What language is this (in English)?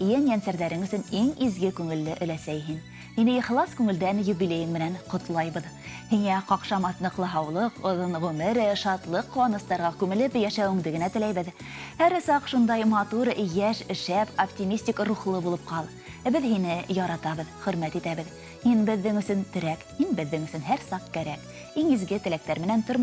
Bashkir